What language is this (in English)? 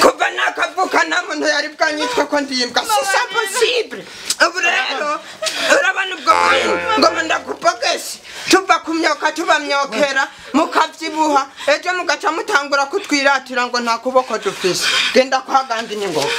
Rundi